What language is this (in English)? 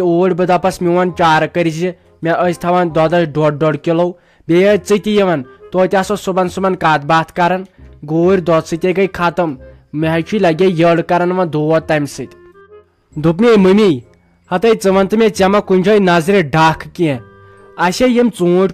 Kashmiri